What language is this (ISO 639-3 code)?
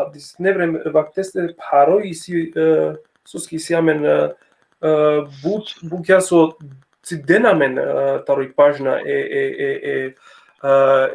rmn